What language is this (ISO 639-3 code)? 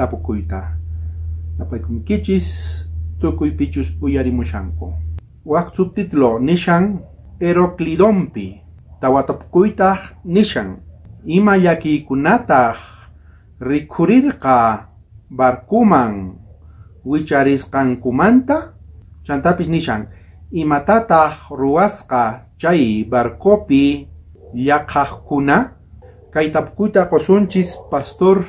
quh